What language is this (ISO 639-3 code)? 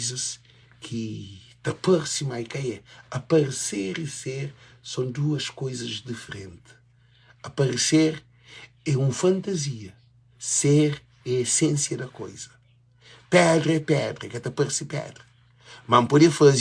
kea